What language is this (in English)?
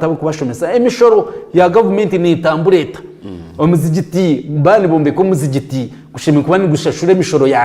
Nyankole